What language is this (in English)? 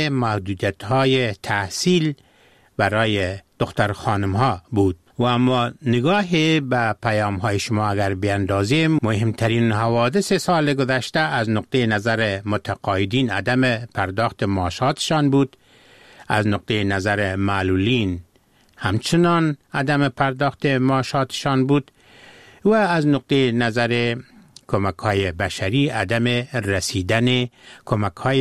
Persian